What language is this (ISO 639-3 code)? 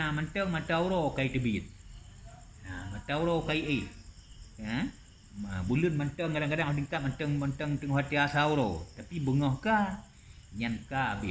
ace